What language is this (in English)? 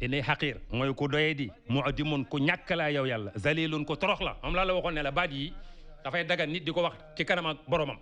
Wolof